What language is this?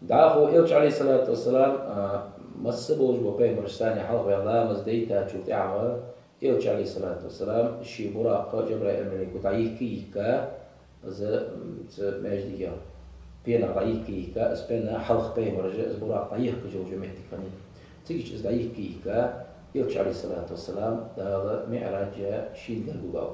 Ingush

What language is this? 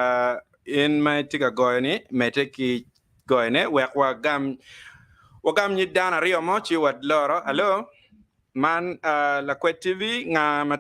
Acoli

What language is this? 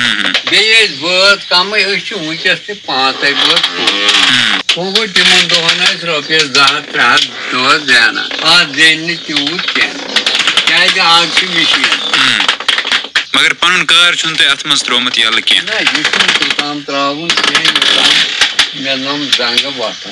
Kashmiri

